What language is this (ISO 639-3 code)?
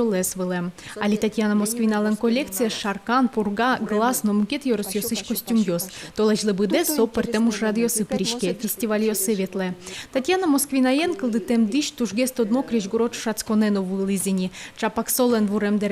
udm